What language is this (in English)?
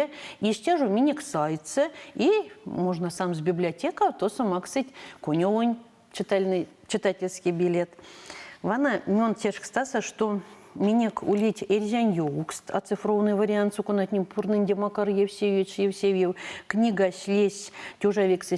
Erzya